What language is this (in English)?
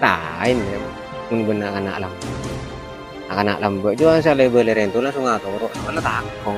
Madurese